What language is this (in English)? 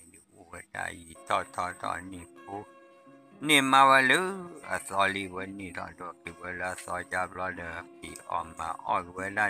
S'gaw Karen